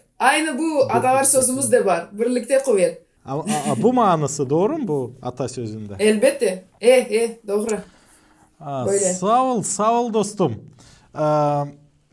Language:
Gagauz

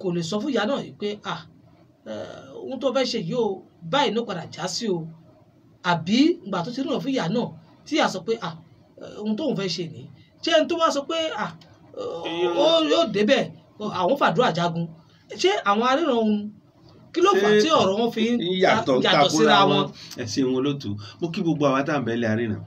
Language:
Yoruba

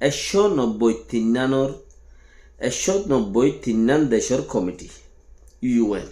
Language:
Rohingya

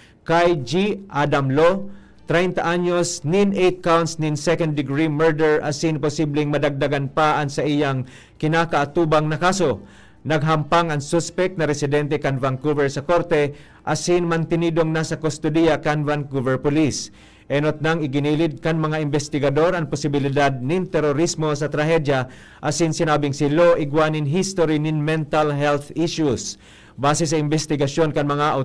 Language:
Bikol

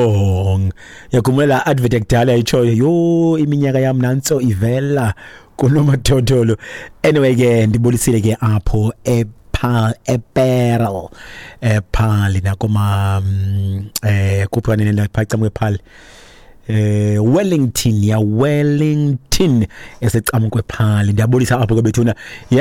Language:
Xhosa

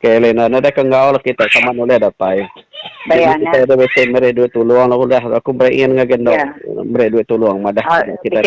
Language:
Iban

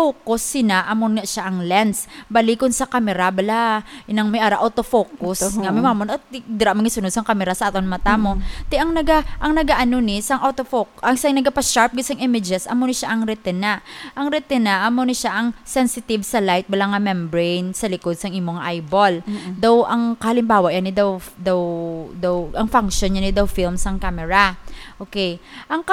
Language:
Hiligaynon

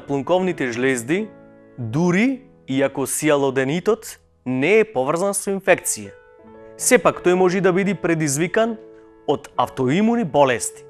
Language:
Macedonian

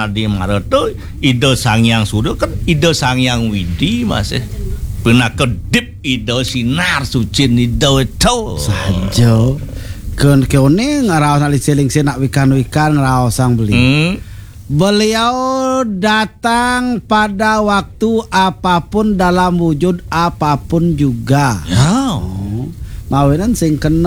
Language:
Balinese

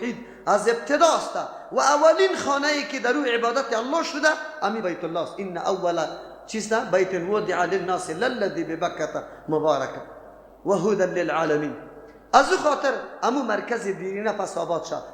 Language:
Persian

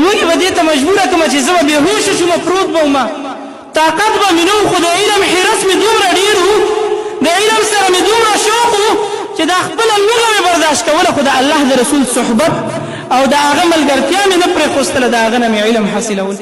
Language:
Pashto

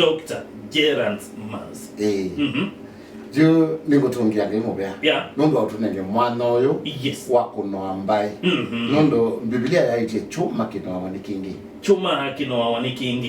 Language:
Kamba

